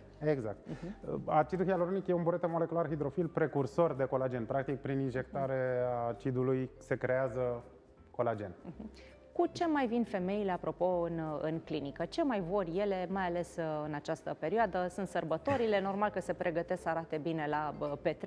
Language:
Romanian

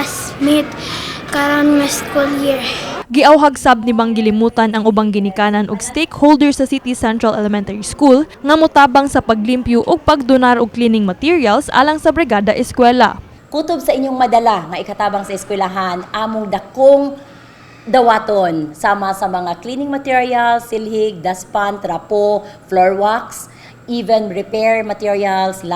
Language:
Cebuano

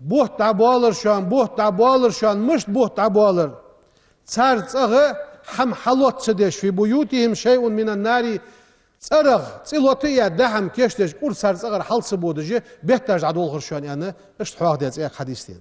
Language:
Ingush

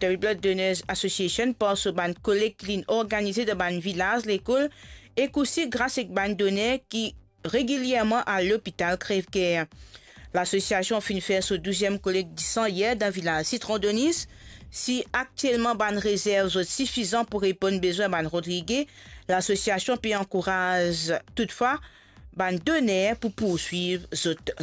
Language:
Morisyen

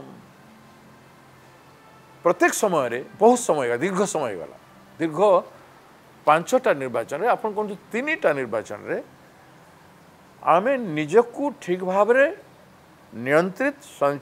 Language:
Odia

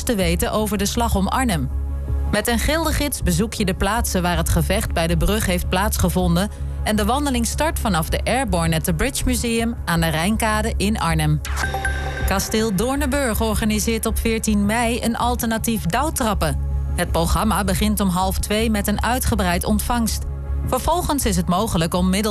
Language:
Dutch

